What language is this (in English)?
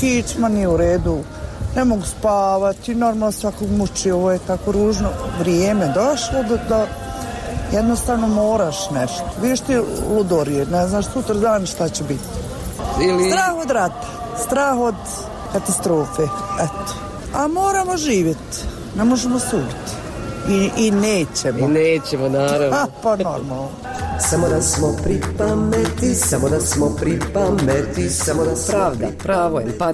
Bosnian